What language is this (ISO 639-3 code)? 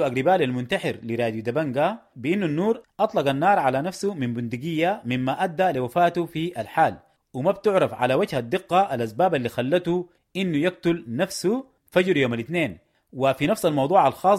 apd